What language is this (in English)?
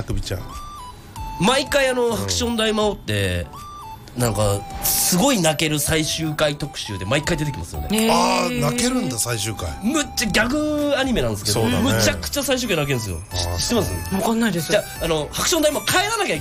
Japanese